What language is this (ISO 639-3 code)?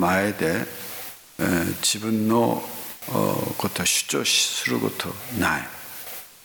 jpn